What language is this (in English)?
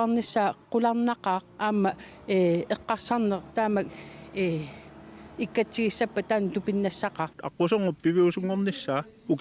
Kalaallisut